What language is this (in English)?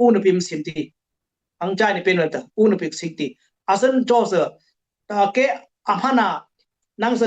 Dimasa